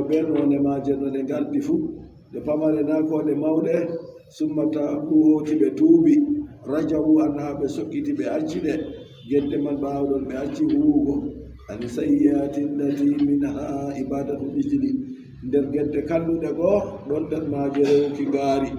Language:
Adamawa Fulfulde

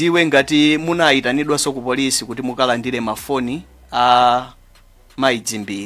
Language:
Nyanja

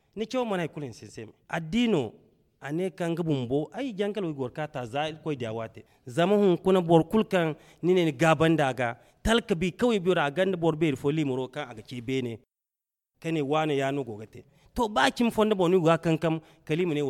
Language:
Zarma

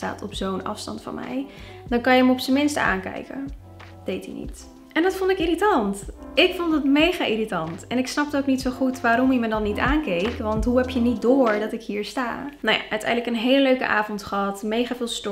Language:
Dutch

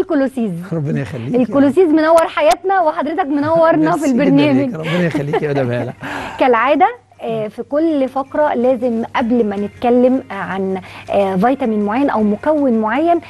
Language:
Egyptian Arabic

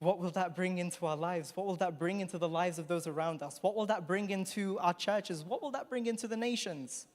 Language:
English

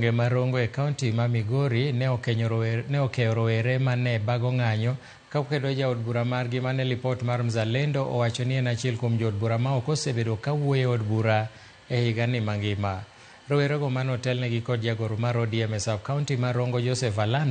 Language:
Luo (Kenya and Tanzania)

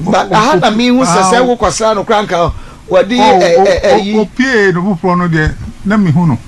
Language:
Akan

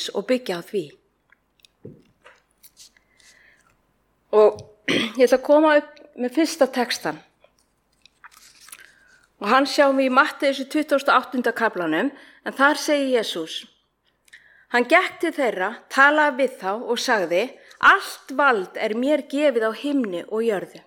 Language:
Icelandic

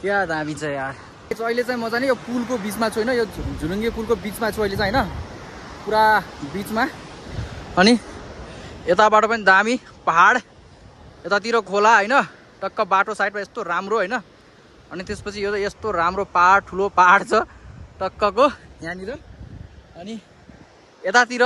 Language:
Nepali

